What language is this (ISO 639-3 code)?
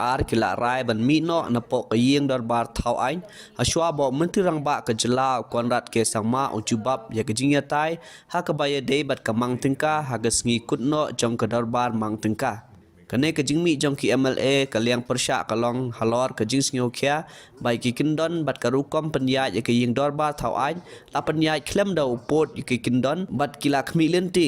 kha